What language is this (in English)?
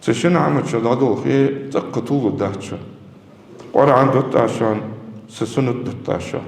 Ingush